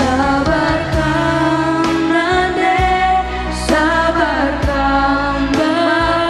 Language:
Batak Karo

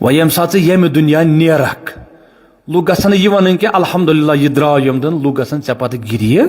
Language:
Kashmiri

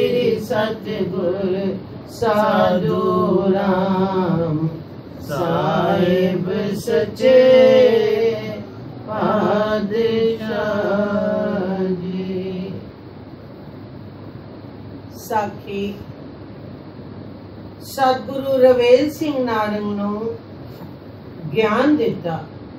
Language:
Punjabi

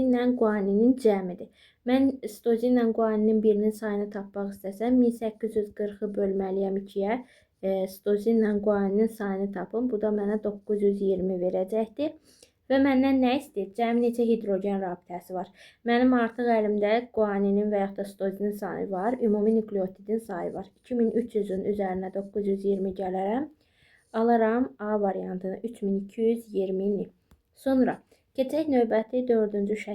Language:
Azerbaijani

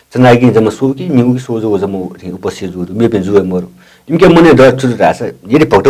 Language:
Newari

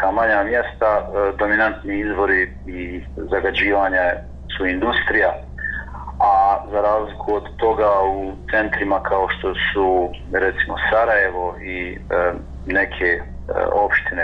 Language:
Bosnian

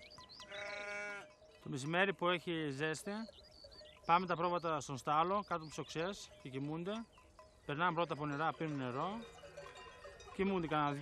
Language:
Greek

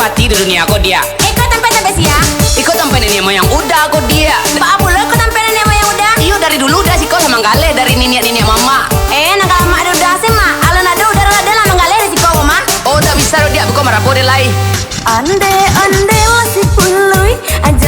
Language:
Minangkabau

